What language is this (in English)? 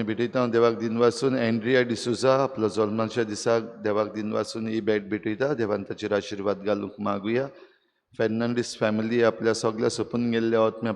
Konkani